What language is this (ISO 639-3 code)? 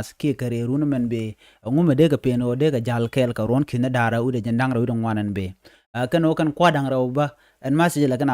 nus